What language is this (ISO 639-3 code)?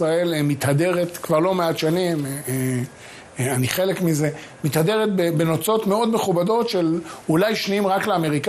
heb